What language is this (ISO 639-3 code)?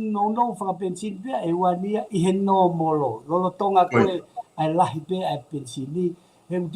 ton